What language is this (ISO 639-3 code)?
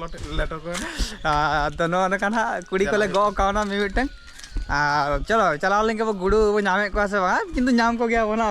sat